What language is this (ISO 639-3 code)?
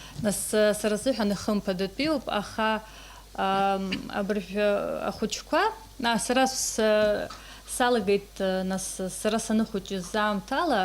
abk